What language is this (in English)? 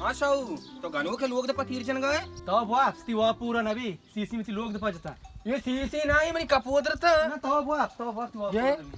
Baluchi